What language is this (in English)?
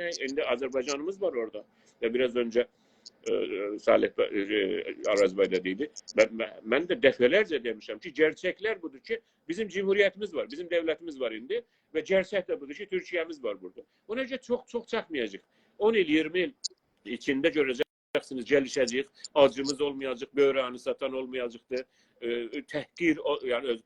South Azerbaijani